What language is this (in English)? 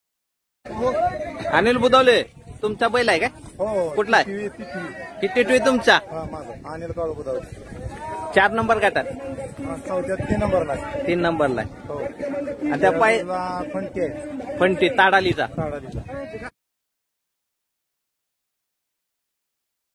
Marathi